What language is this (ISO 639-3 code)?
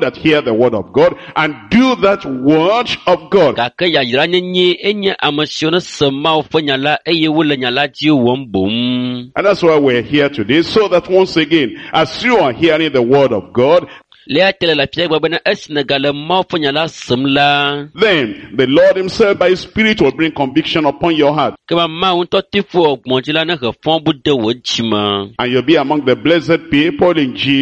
ewe